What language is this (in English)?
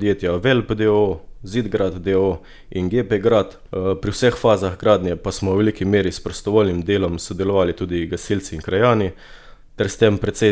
Slovenian